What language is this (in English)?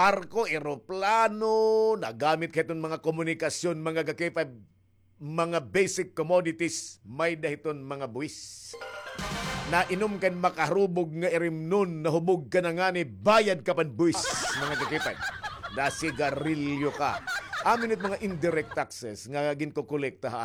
Waray